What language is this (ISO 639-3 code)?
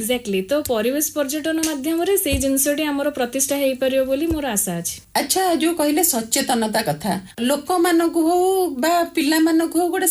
ori